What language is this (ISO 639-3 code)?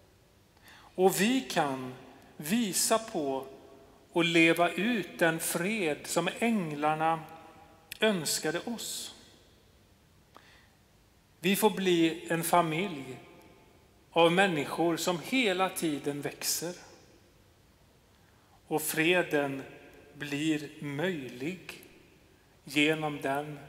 swe